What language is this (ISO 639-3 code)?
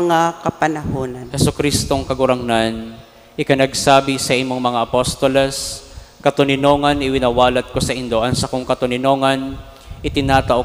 bik